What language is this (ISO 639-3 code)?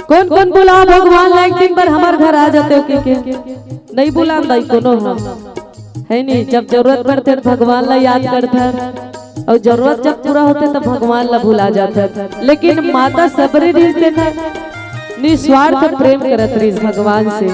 hne